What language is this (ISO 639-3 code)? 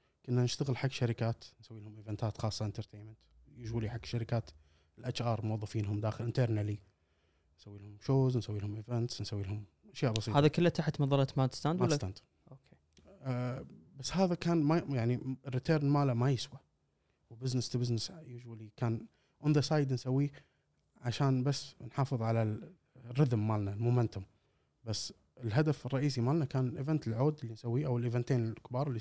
afb